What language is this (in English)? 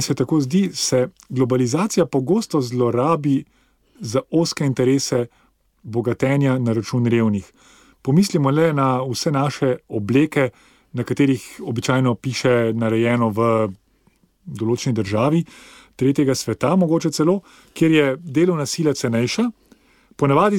Slovenian